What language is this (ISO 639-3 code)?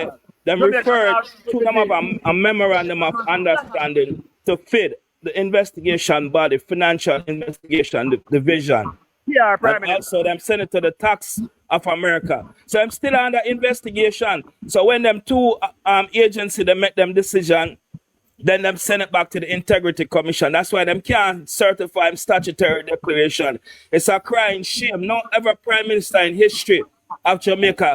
jam